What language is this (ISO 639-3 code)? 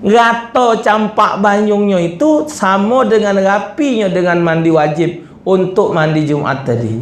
mui